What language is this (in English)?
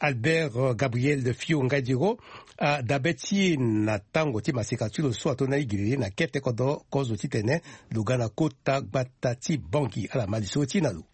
Sango